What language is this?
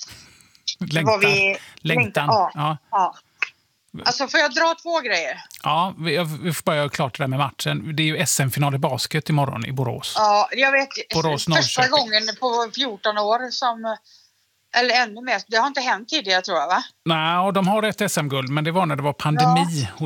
Swedish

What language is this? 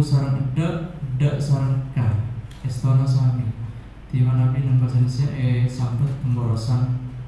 Madurese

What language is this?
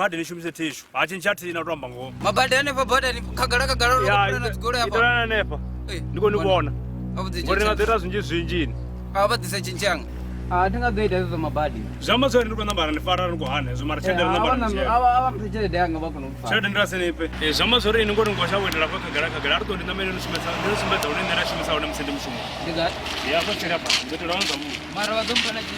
Venda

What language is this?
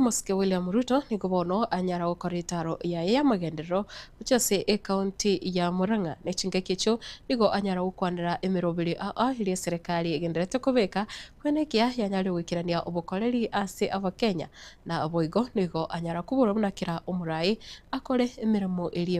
Gusii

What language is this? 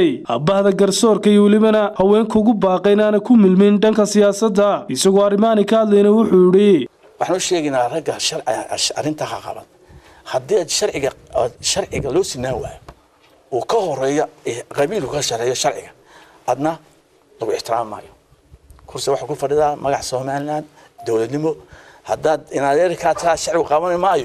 Somali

